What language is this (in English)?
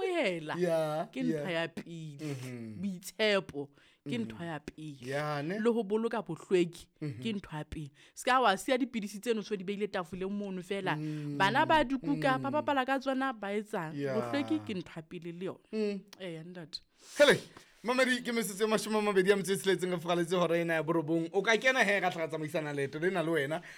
Southern Sotho